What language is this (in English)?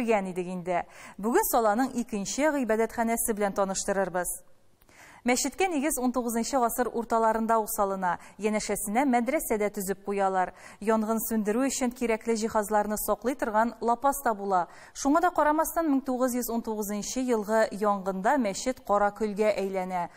Tatar